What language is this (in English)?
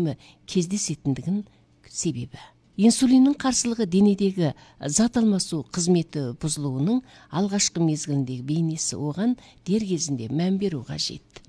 Kazakh